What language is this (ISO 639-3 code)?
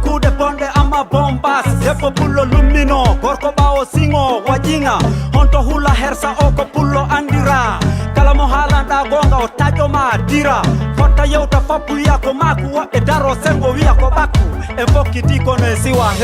ful